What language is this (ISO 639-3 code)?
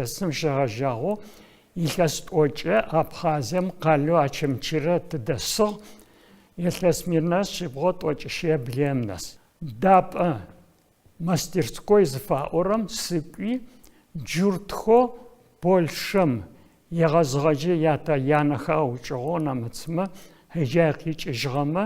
ady